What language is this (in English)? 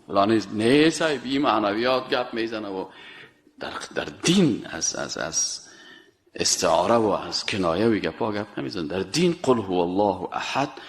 Persian